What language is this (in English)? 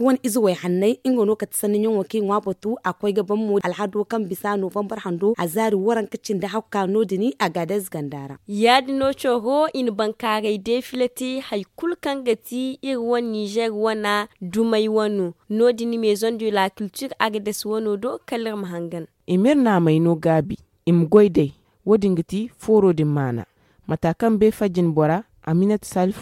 Zarma